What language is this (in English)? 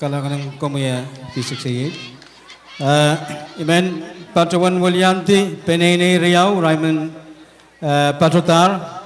Pohnpeian